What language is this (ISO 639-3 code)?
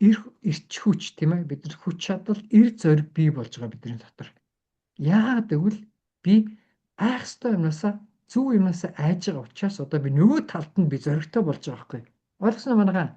mon